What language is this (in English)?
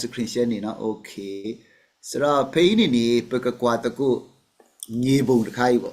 S'gaw Karen